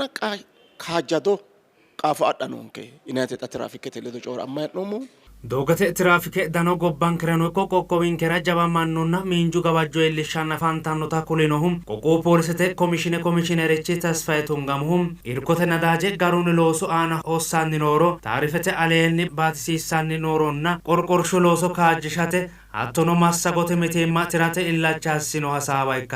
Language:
Sidamo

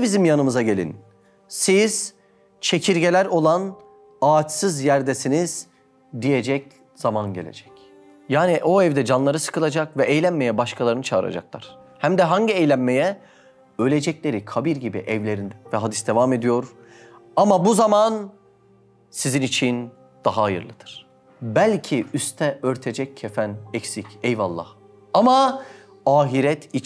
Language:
Turkish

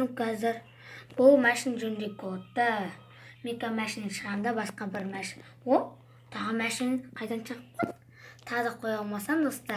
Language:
Kazakh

